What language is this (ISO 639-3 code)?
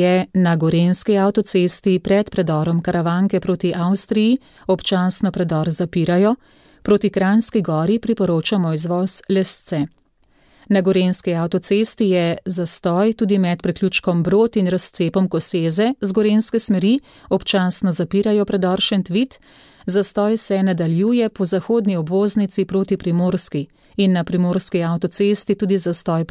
slv